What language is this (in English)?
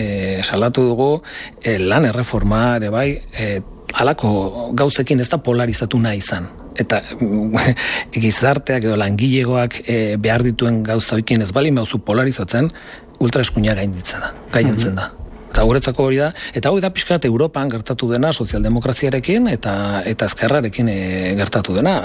Basque